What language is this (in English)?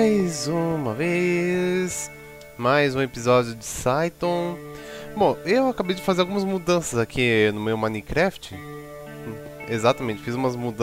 Portuguese